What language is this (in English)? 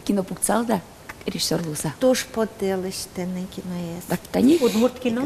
Udmurt